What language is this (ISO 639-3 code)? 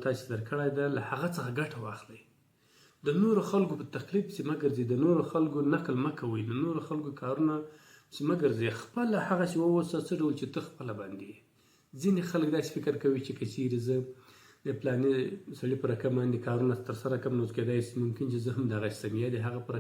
pus